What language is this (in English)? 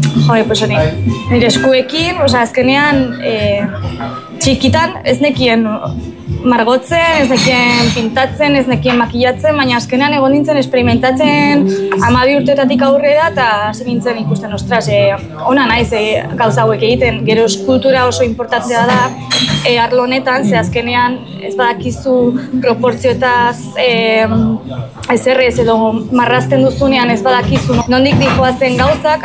Basque